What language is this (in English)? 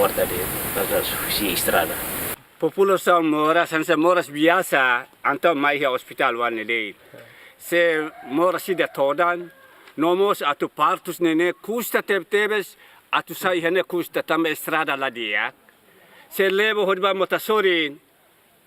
Tetum